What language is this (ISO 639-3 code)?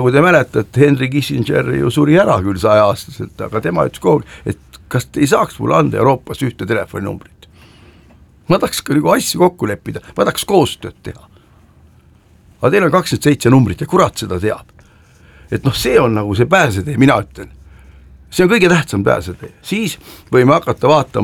est